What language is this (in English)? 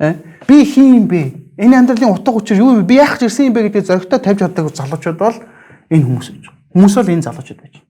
Mongolian